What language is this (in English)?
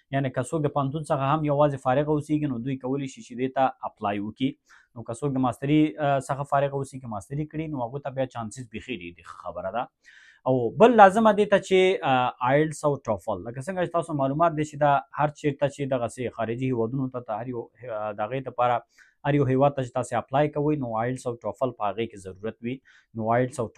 Pashto